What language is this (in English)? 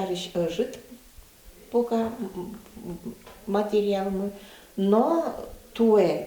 Udmurt